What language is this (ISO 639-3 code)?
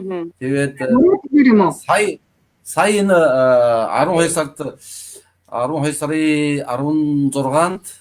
mon